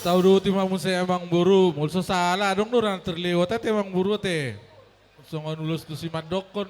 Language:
Batak Toba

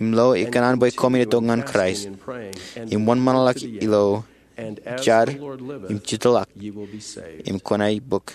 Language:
Marshallese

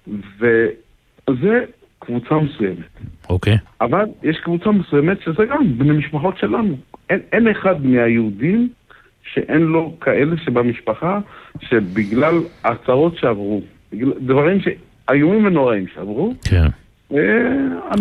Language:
Hebrew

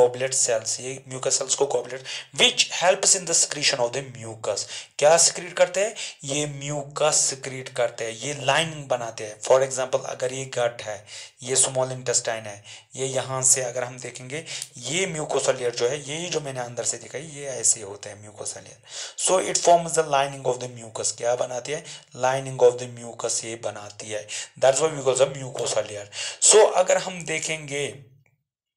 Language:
Hindi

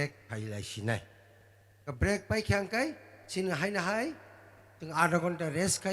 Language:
Kok Borok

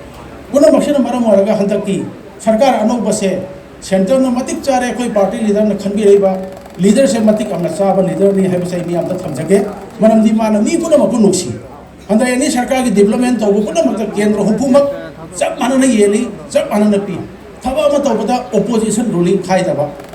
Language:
Manipuri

